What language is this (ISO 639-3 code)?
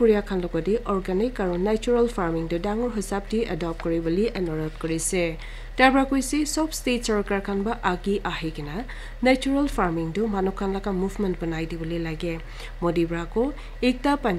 nag